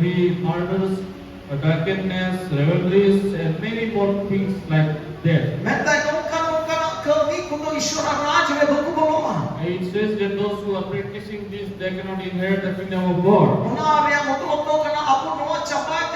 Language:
Santali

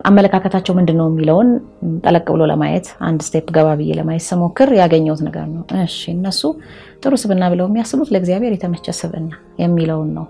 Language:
Amharic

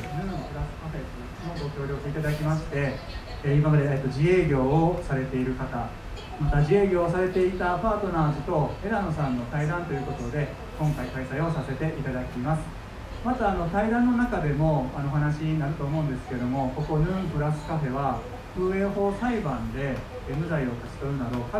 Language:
Japanese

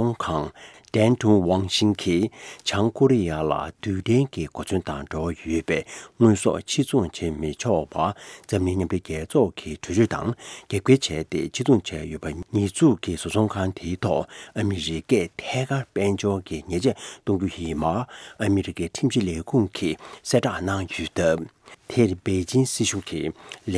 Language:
Tibetan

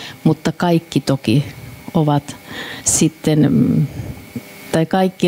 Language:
Finnish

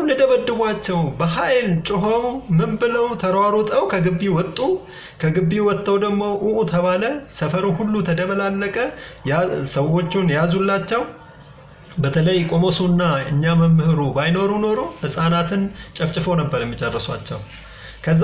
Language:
Amharic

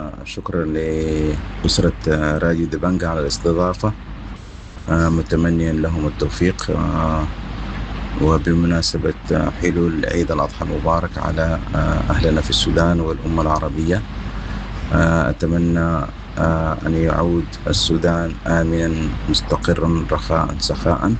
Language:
Sudanese Arabic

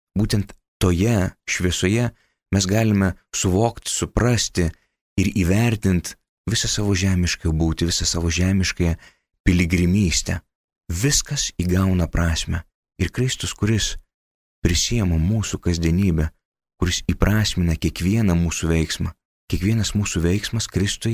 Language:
Lithuanian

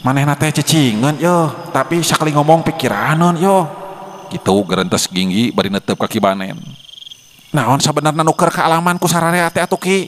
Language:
Sundanese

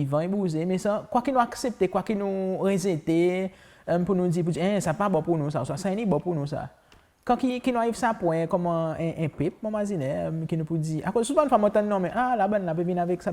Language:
Seselwa Creole French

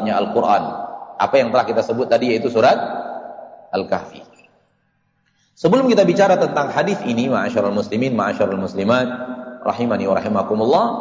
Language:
Indonesian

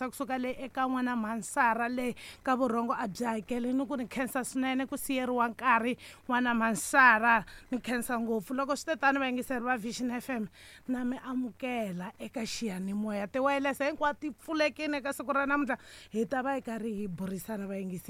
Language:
Tsonga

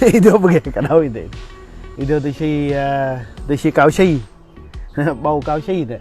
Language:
Central Mnong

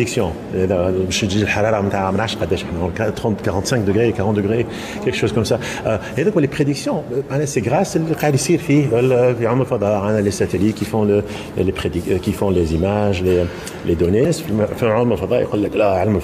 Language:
Tunisian Arabic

